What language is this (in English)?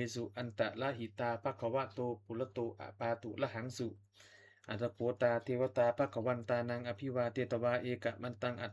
Pali